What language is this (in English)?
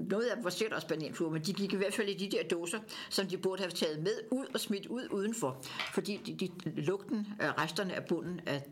Danish